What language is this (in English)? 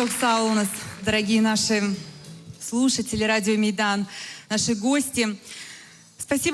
Crimean Tatar